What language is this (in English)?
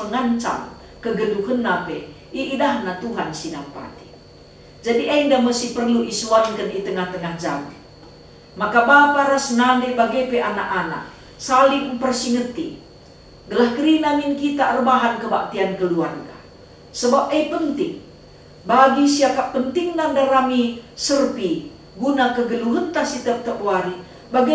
Batak Karo